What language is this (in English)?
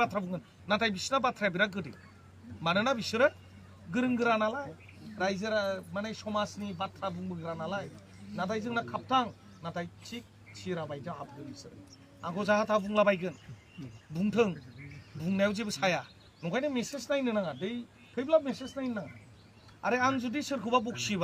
Bodo